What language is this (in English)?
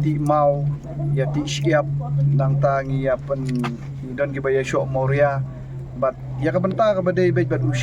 Khasi